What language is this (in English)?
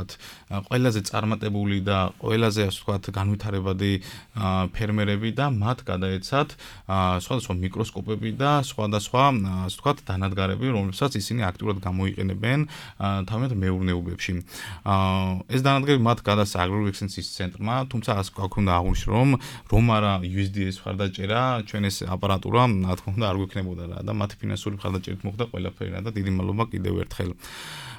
Georgian